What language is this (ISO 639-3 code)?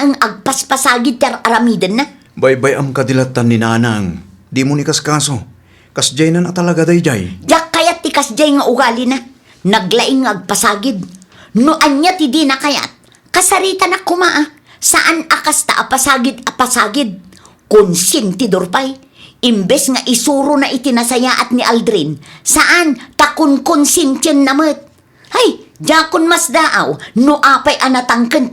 ilo